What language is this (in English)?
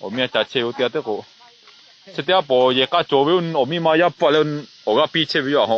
Lahu